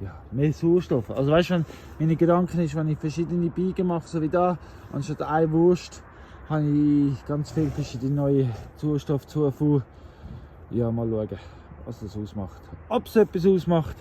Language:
Swiss German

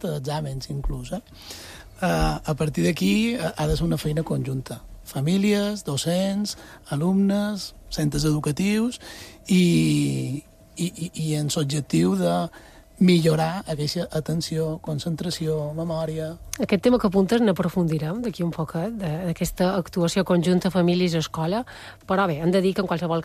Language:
Catalan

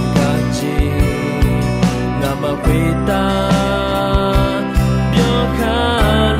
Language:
Akha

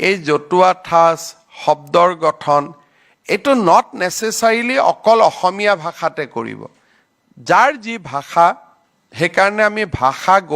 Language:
Assamese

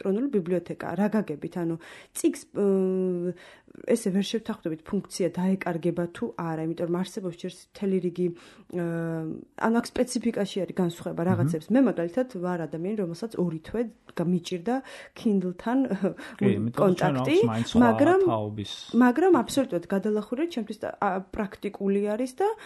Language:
Georgian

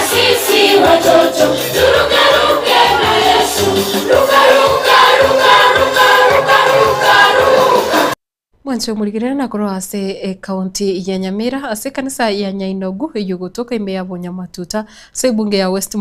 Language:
Gusii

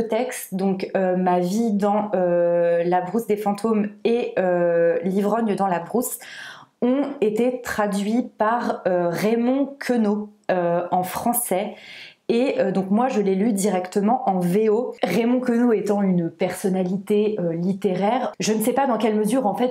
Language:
French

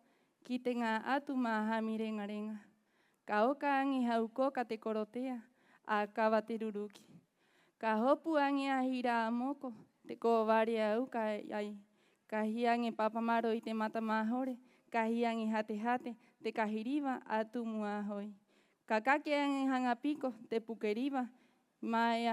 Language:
Rapanui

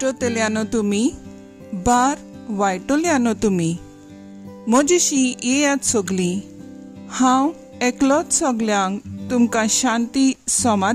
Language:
Konkani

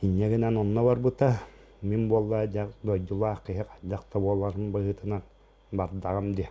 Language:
Yakut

